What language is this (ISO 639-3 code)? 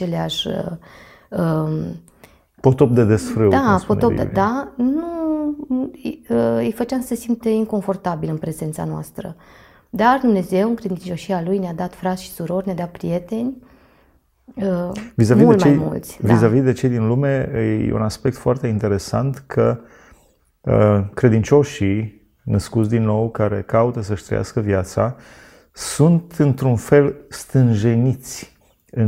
ron